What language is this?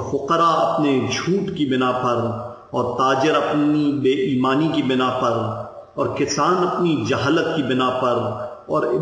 Urdu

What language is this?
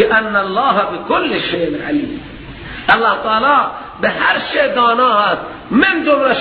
Persian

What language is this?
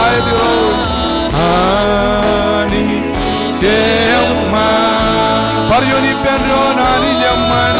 Marshallese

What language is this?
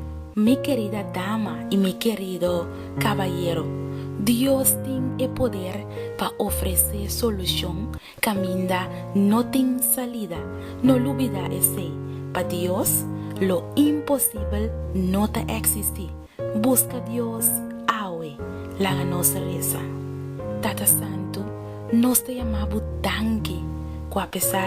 Papiamento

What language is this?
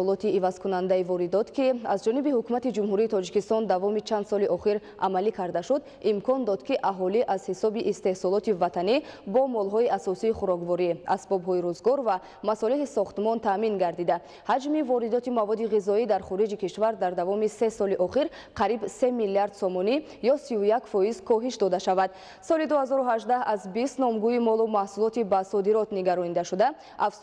Tajik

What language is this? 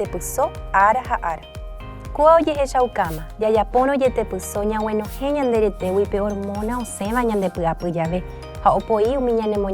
Guarani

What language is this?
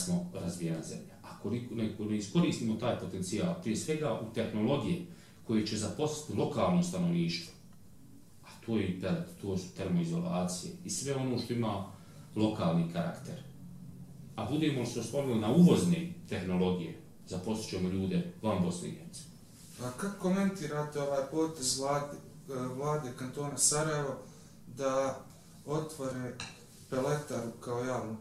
Bosnian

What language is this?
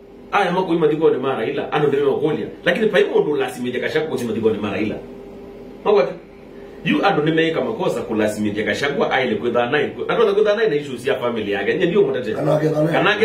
Kamba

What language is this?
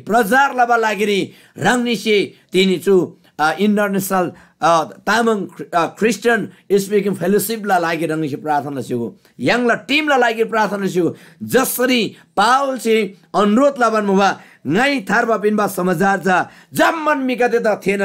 Eastern Tamang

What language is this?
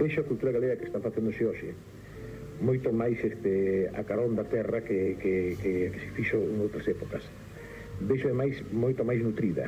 Galician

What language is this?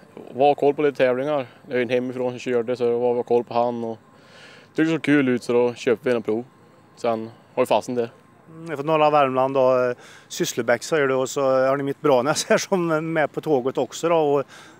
Swedish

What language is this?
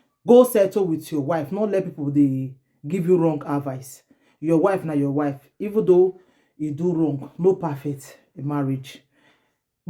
Nigerian Pidgin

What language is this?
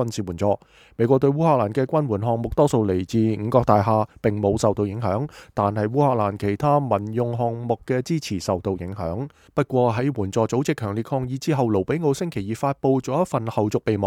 Cantonese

